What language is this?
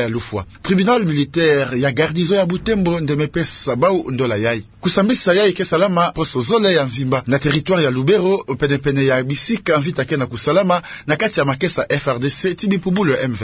Kituba (Democratic Republic of Congo)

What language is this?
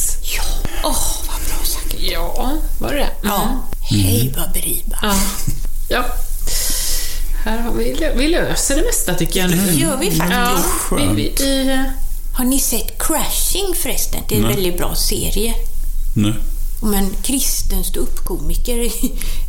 Swedish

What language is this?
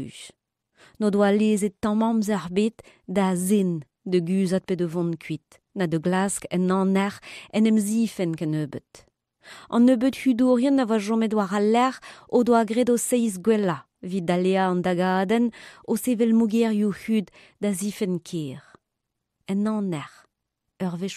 Breton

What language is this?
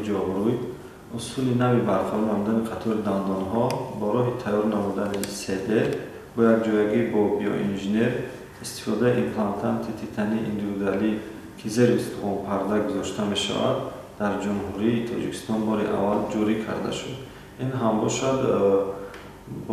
Tajik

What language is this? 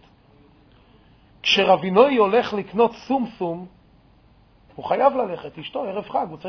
Hebrew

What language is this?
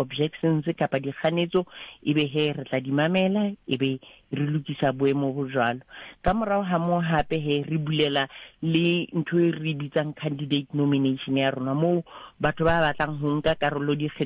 Southern Sotho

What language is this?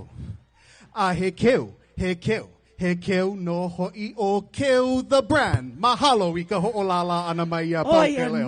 Hawaiian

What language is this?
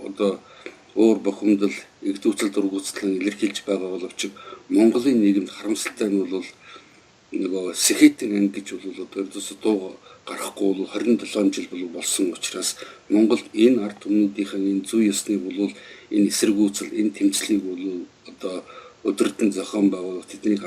Mongolian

